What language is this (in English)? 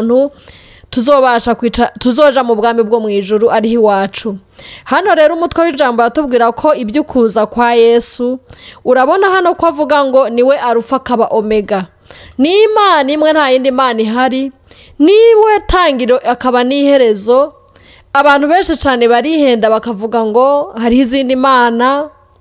Rundi